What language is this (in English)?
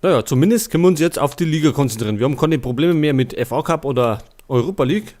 Bavarian